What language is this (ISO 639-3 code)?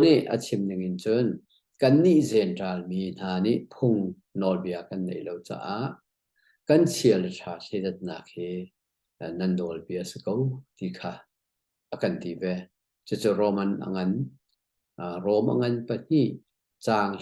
cnh